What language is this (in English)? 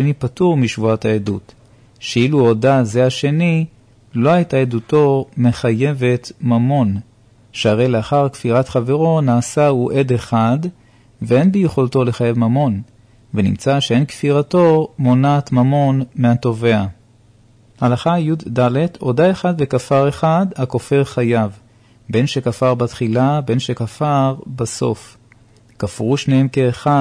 Hebrew